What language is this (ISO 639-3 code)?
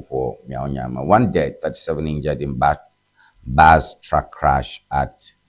ewe